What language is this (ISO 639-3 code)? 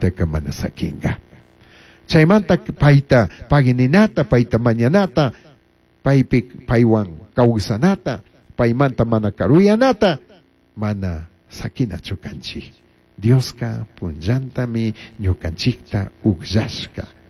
qug